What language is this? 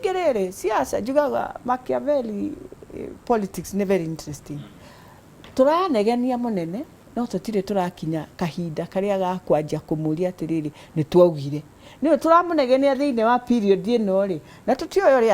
Kikuyu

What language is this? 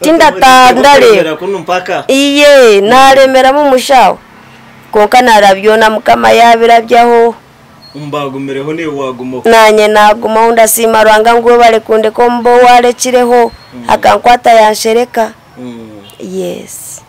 Nyankole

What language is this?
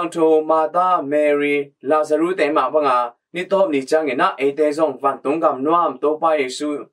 Tedim Chin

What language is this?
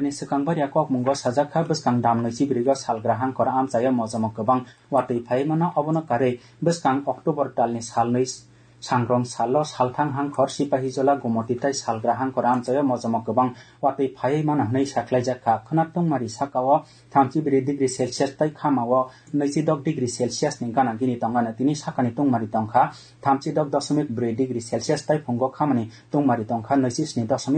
Kok Borok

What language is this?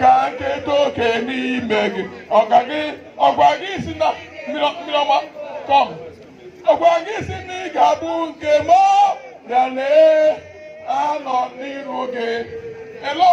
Igbo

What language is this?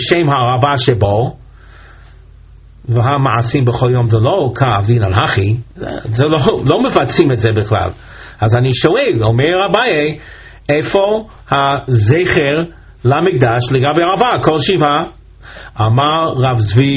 Hebrew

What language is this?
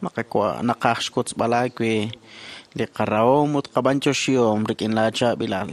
Kekchí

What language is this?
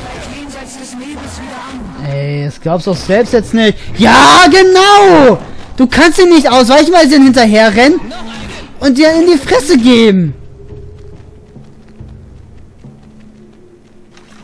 German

